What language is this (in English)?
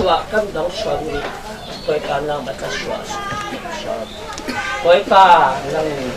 Falam Chin